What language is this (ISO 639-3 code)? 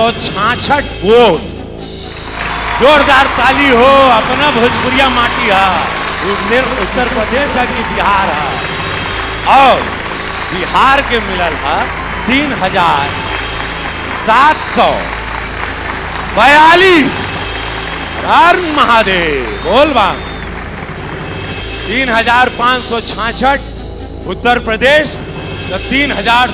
bho